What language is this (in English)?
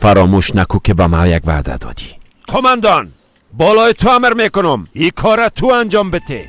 Persian